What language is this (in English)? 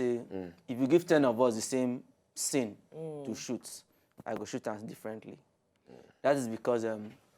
Nigerian Pidgin